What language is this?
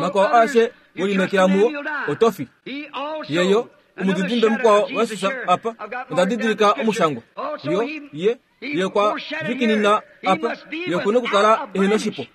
Kuanyama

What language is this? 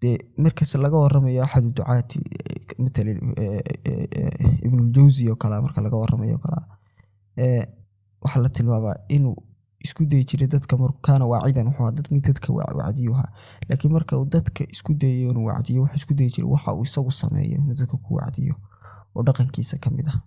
Somali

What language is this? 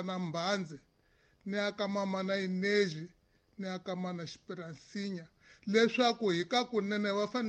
Tsonga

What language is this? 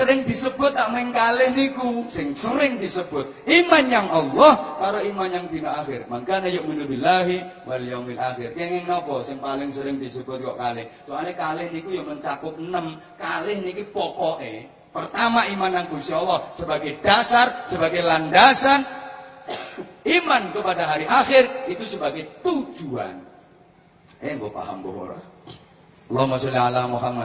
Javanese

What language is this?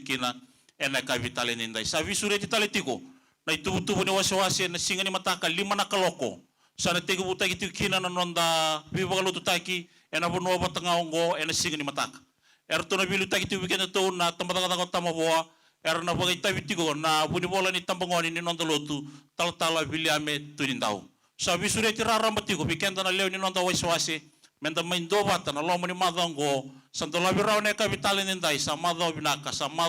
Fijian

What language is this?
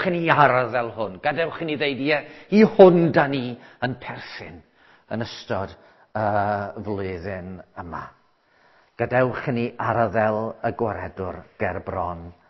Welsh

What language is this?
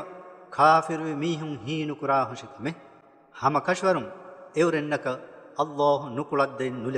Divehi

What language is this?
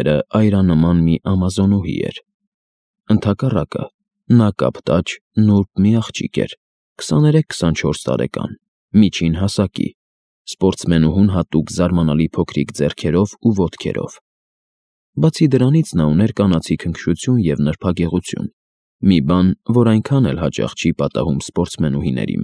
Armenian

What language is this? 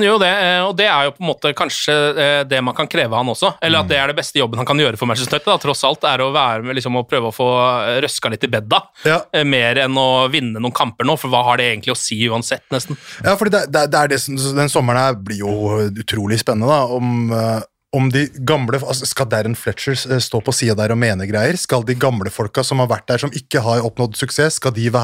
Norwegian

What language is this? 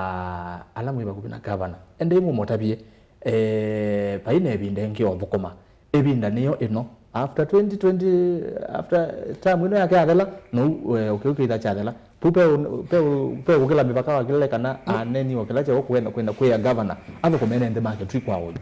Kamba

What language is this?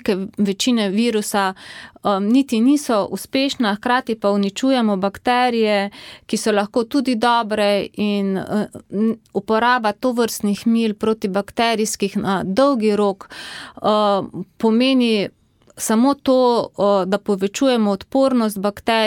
Slovenian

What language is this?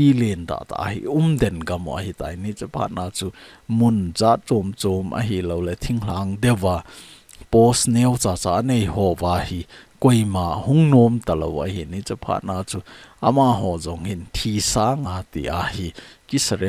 Thado Chin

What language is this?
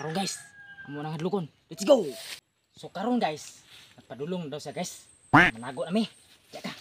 Cebuano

